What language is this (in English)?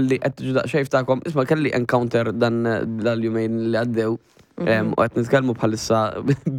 Maltese